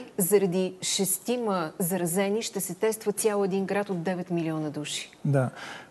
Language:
Bulgarian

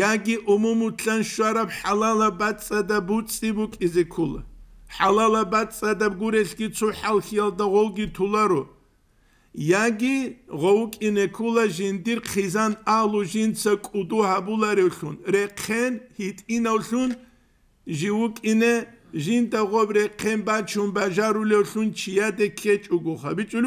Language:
Avaric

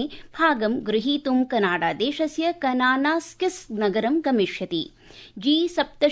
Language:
Sanskrit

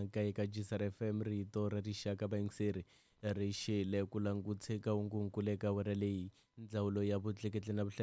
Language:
Tsonga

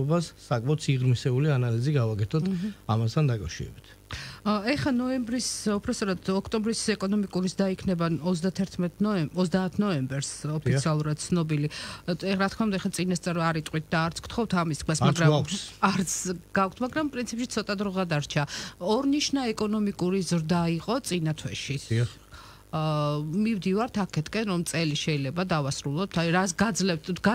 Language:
Georgian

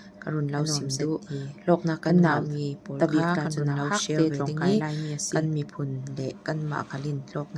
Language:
Falam Chin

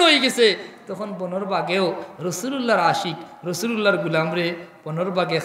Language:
Sylheti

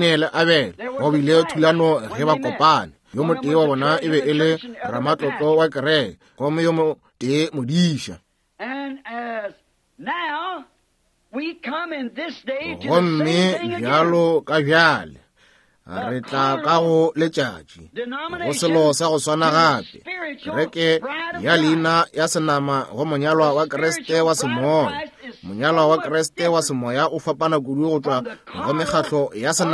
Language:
Northern Sotho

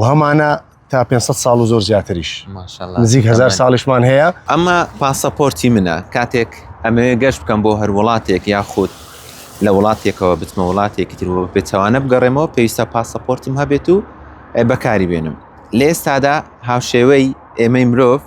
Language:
Central Kurdish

